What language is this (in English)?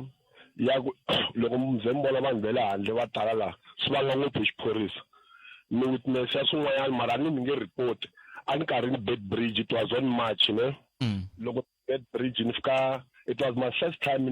Tsonga